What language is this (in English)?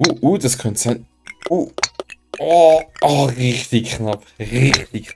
Swiss German